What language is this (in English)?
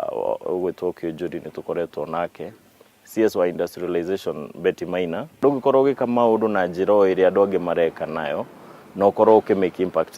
Kikuyu